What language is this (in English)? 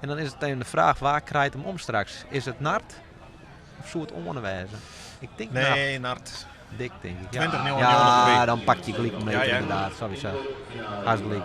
Western Frisian